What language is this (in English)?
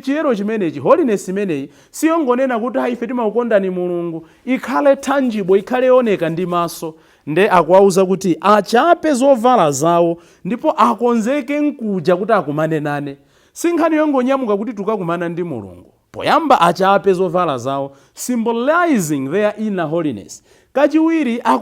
Nyanja